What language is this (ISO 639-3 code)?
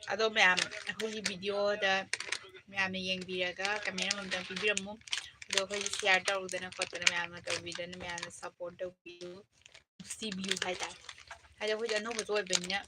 mni